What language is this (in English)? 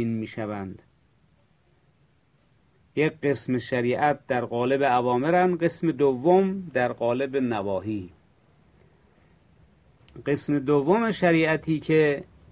Persian